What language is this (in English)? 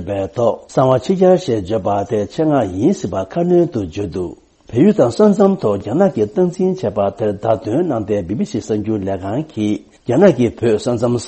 Tibetan